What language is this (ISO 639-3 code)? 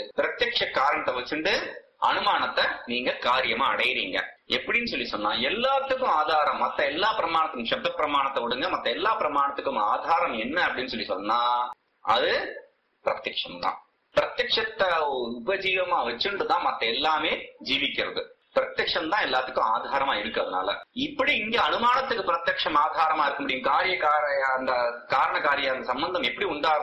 tam